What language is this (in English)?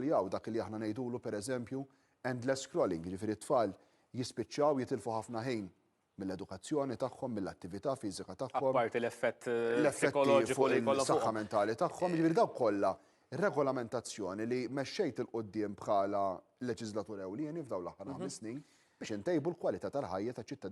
Maltese